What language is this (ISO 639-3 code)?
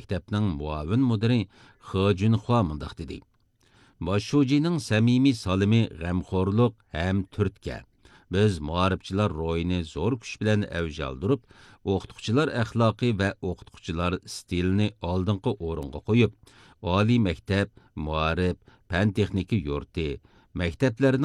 uig